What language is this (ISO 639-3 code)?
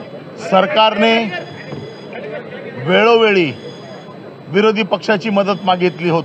mar